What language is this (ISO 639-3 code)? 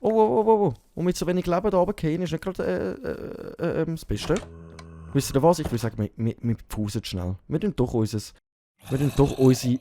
gsw